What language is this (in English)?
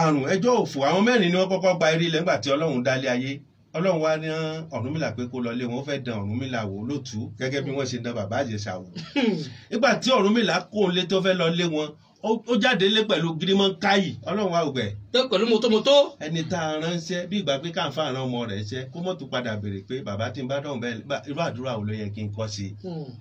Yoruba